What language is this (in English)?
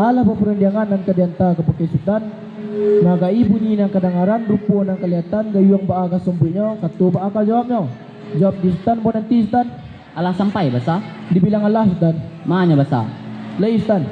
Minangkabau